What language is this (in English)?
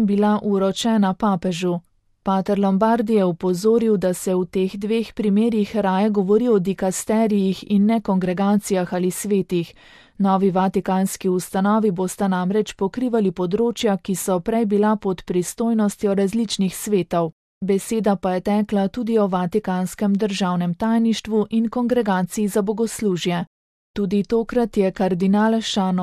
Slovenian